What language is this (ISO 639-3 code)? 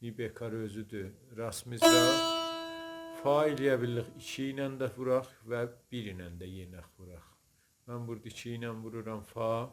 azb